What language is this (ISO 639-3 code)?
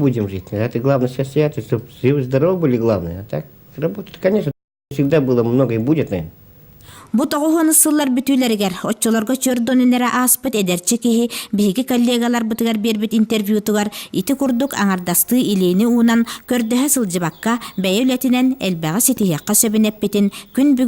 sah